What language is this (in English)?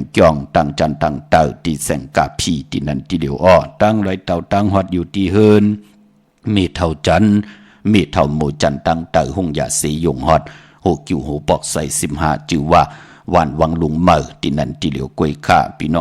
Shan